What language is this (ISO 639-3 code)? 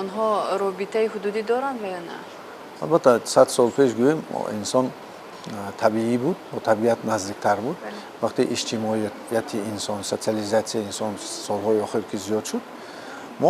tgk